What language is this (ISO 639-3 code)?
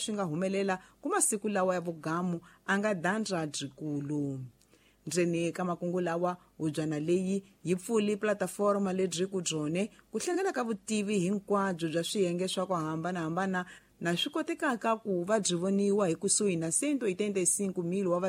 tso